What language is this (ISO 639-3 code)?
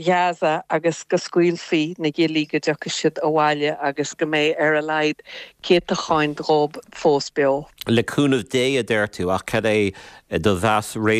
gle